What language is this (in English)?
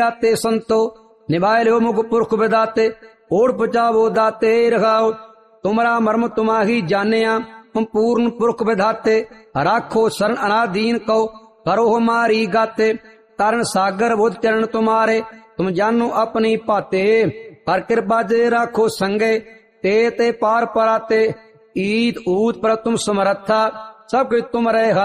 Punjabi